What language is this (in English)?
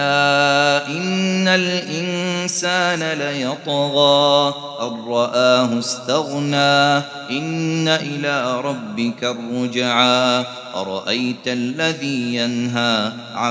Arabic